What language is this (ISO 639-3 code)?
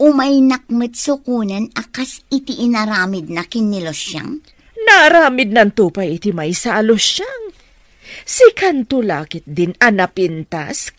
ilo